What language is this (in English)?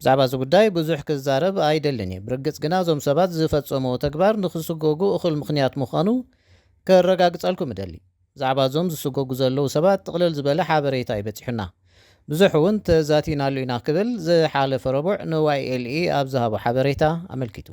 Tigrinya